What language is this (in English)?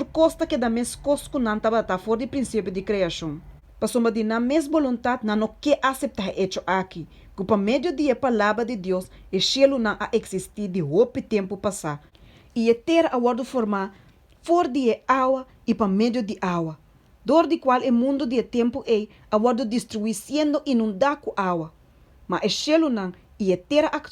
Papiamento